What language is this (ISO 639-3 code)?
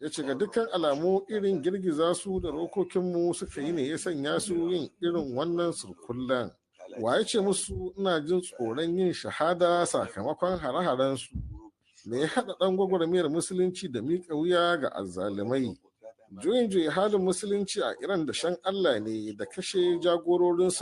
hau